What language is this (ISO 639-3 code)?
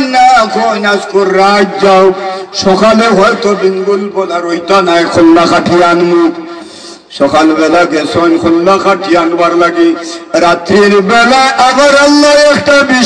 syl